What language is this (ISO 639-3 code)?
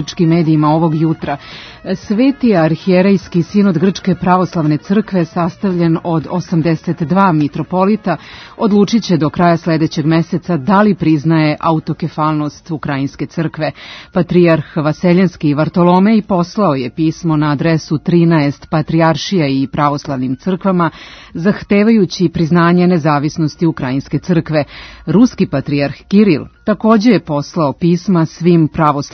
srp